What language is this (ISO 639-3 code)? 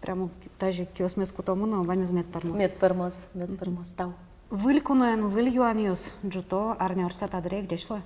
udm